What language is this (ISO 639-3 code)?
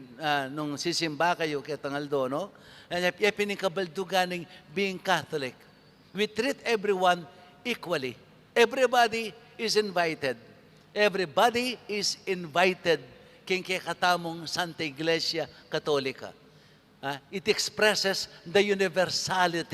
pam